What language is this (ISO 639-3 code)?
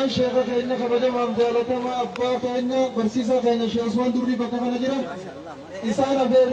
orm